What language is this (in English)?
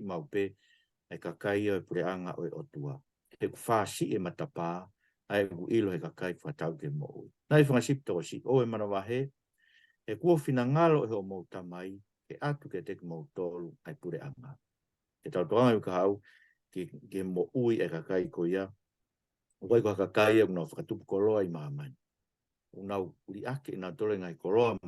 Tongan